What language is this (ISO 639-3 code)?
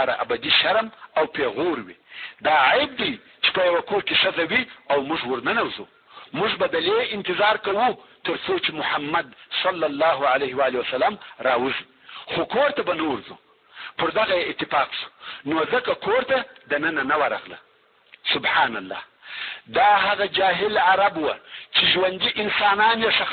pus